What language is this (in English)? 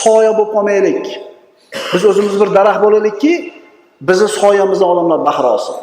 Uzbek